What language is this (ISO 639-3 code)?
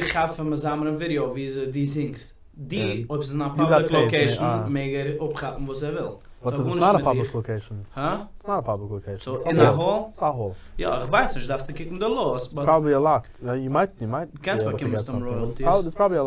yid